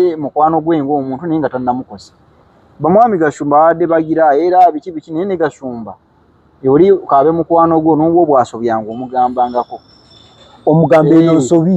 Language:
Ganda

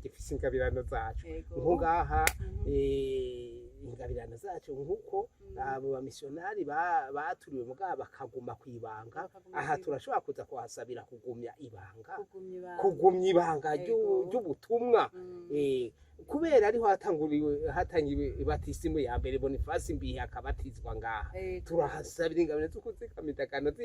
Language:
Rundi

